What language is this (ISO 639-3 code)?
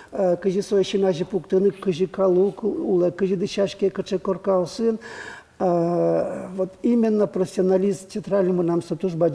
udm